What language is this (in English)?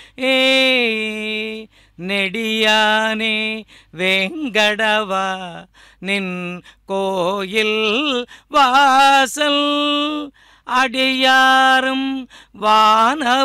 Tamil